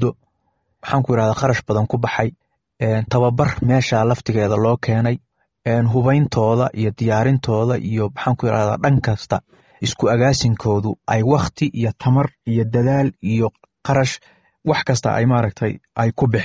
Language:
Somali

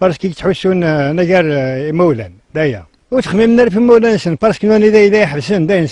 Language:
Kabyle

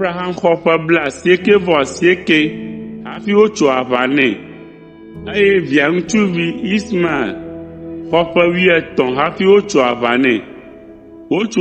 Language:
Ewe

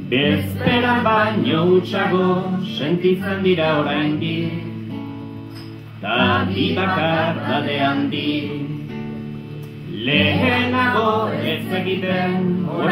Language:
Basque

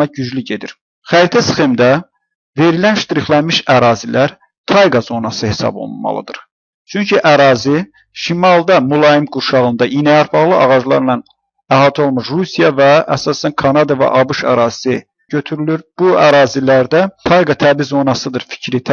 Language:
Azerbaijani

